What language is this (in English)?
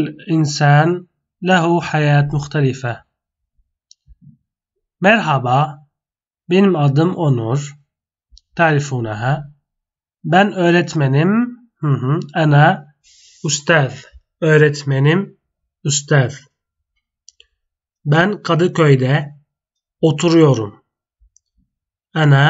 Turkish